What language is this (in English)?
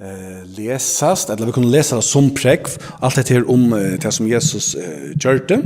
Faroese